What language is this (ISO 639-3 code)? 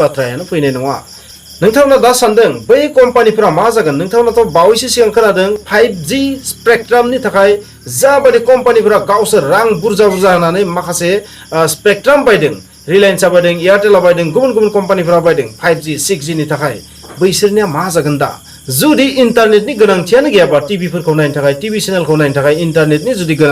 brx